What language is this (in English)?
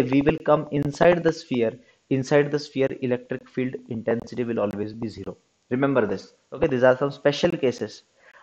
Marathi